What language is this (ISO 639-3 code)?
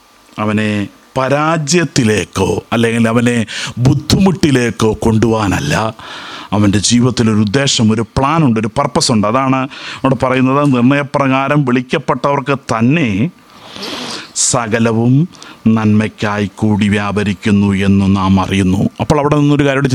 mal